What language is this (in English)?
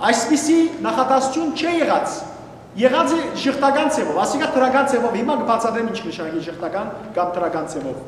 Western Armenian